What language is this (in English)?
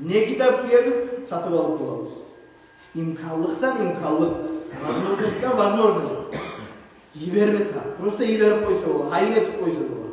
Kumyk